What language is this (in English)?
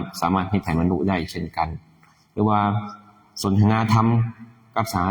Lao